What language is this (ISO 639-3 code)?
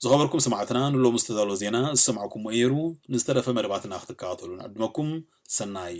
tir